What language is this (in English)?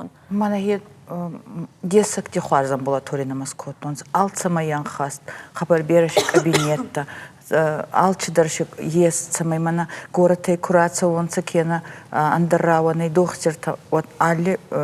Ossetic